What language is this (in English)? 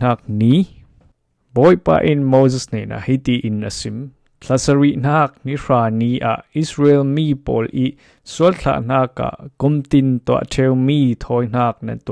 Falam Chin